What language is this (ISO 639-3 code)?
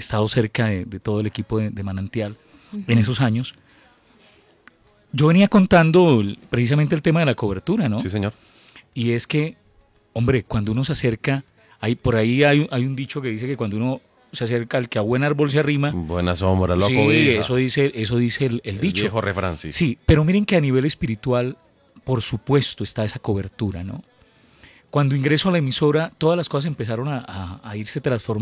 spa